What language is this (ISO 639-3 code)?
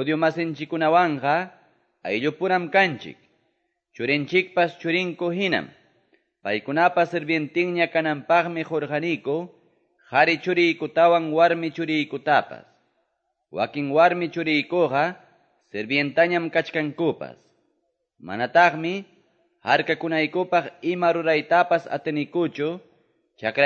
que